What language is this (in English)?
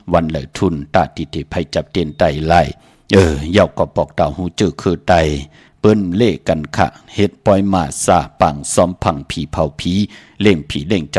Shan